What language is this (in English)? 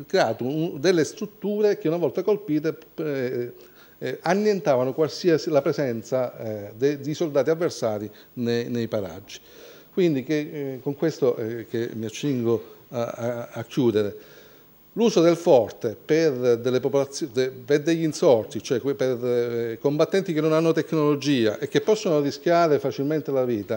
Italian